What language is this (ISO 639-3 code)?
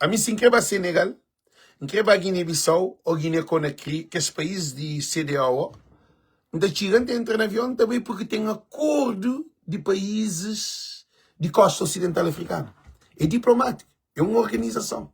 kea